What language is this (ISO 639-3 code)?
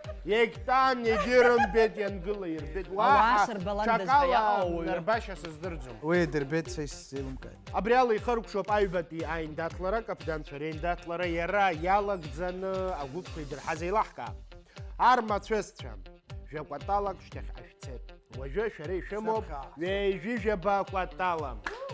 abk